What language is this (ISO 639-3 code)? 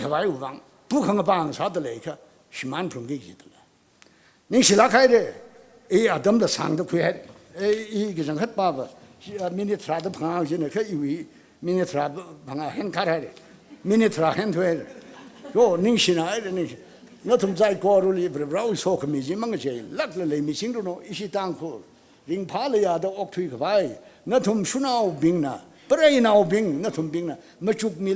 nmf